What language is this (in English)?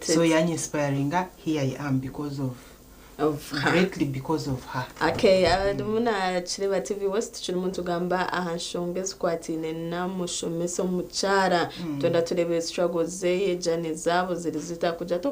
Nyankole